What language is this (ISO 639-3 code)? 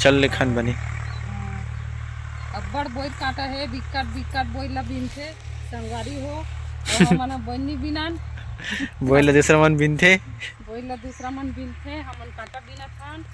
hne